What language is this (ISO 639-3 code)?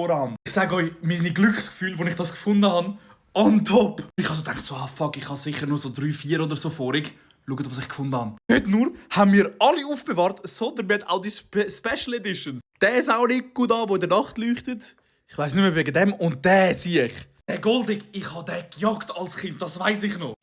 gsw